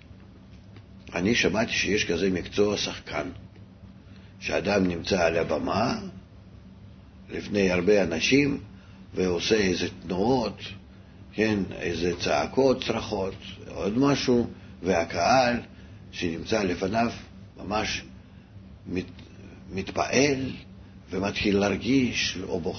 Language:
Hebrew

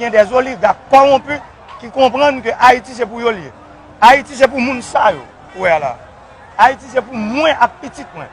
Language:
Haitian Creole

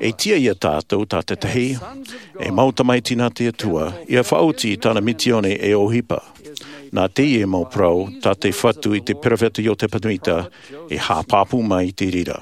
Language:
Tahitian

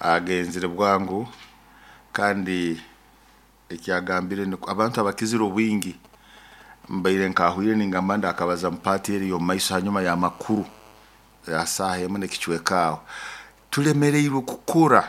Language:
Nyoro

